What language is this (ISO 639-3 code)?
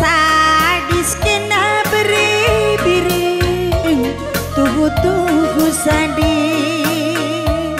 btx